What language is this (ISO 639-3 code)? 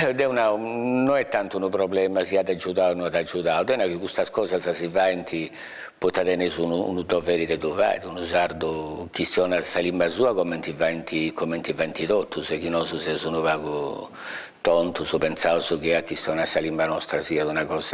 srd